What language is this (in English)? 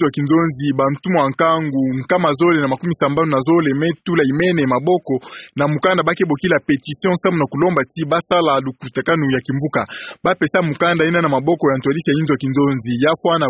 Kituba (Democratic Republic of Congo)